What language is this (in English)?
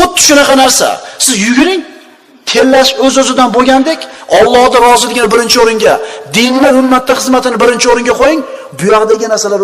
Uzbek